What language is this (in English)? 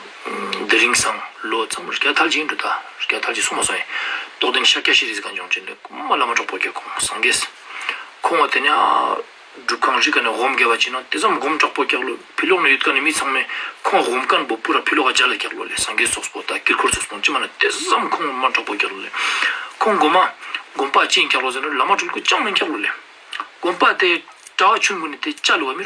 Ladakhi